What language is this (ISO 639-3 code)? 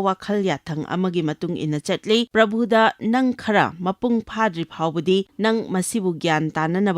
mni